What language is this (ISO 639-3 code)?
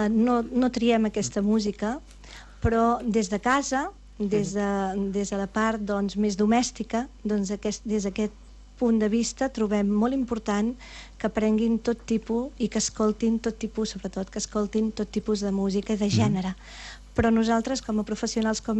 cat